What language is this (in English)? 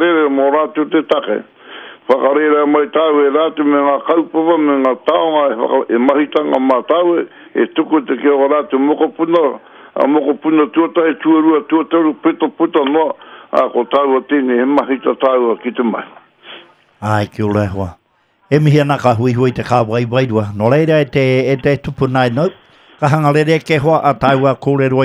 Māori